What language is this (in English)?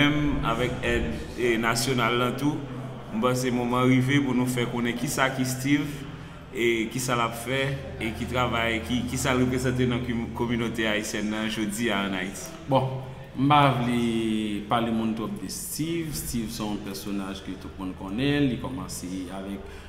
Haitian Creole